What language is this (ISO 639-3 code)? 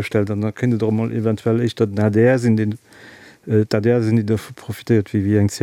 ltz